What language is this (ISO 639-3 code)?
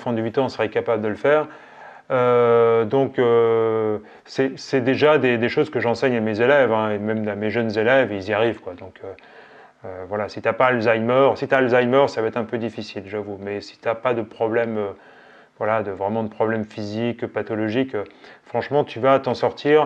fra